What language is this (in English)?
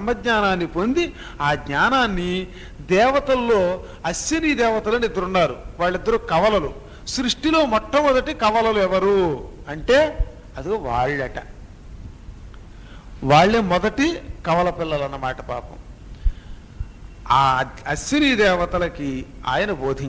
Telugu